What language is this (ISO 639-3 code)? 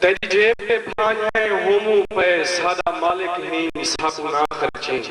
skr